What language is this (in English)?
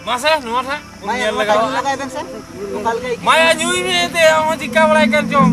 Santali